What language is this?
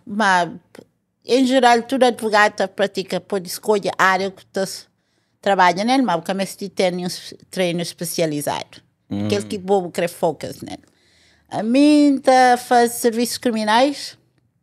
Kabuverdianu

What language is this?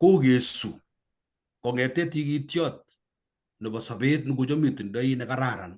Kalenjin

